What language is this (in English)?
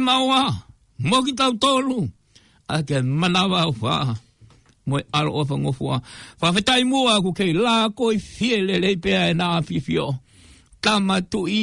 Tongan